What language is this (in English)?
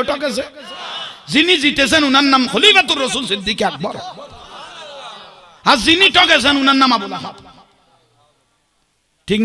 Bangla